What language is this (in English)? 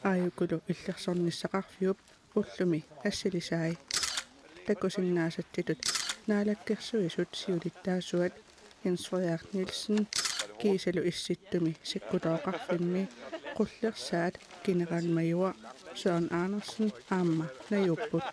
Kalaallisut